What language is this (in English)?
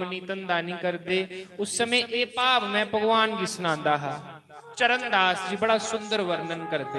Dogri